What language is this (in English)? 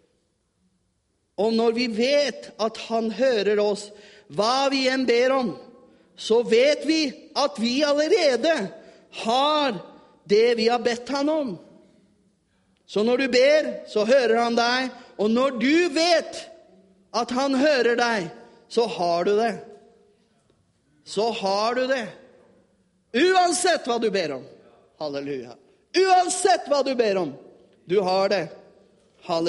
Norwegian